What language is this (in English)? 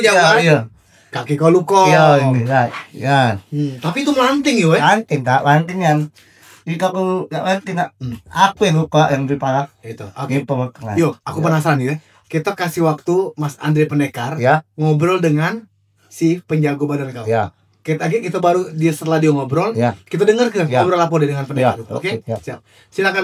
Musi